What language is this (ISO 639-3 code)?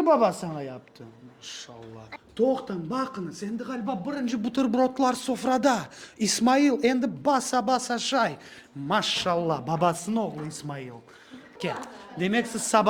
crh